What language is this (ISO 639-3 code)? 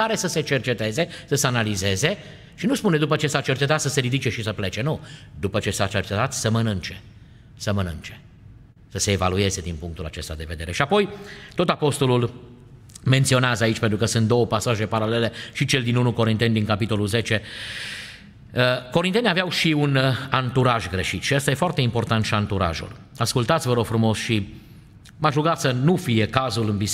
ron